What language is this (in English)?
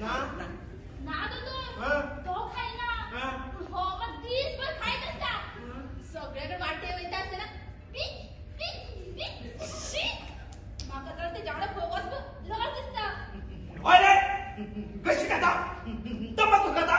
Konkani